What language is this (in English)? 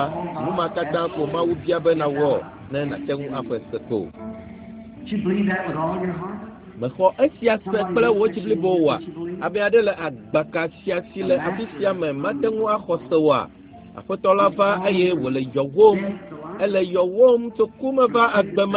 Ewe